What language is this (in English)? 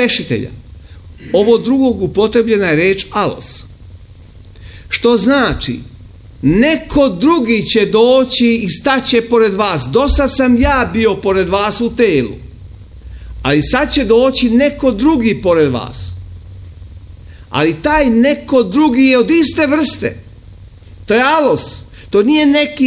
Serbian